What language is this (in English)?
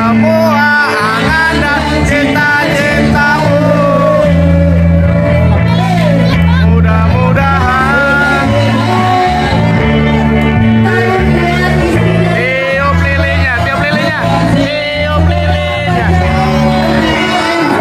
Indonesian